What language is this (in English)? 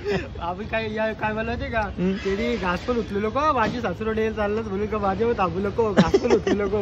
Marathi